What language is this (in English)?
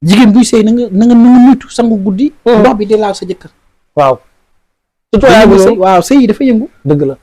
Wolof